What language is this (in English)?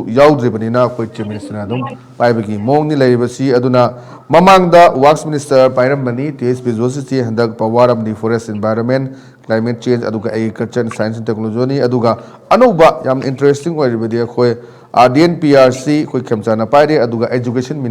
Manipuri